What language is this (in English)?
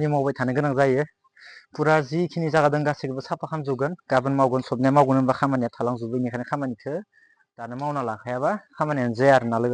Bodo